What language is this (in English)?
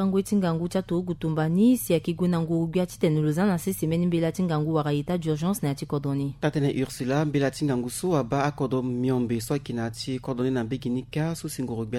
Sango